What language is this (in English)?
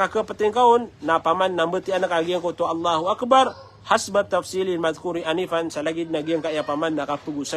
Maranao